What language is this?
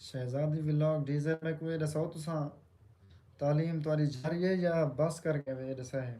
Saraiki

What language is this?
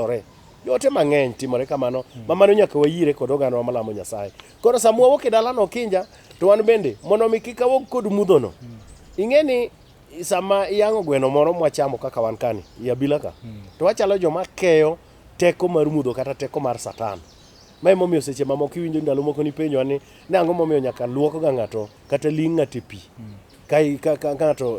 Luo (Kenya and Tanzania)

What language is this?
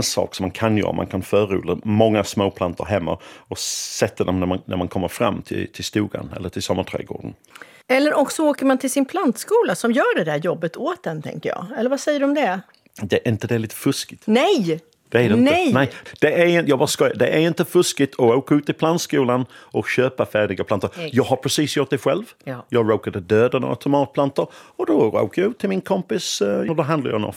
Swedish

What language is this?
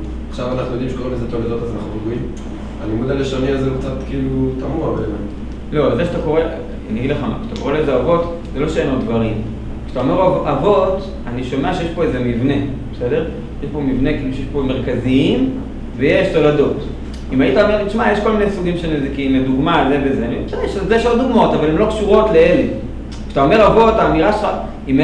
Hebrew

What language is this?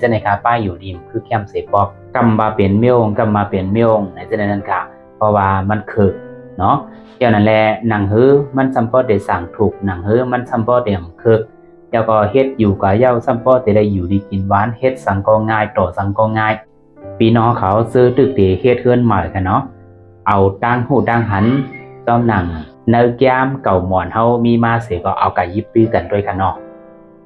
Shan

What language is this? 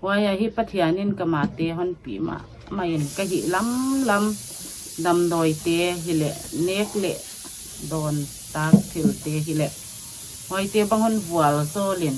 Paite Chin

